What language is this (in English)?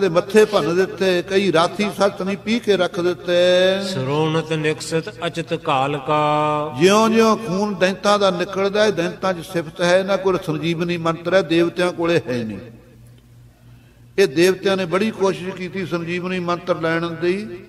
Punjabi